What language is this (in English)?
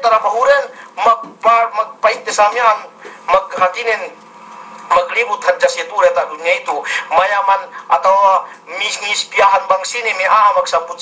Yakan